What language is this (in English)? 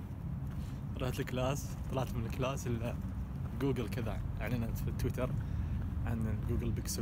Najdi Arabic